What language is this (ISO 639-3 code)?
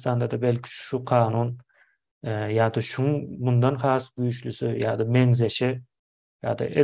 tuk